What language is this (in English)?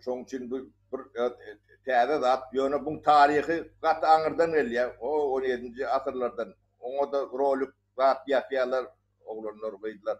Turkmen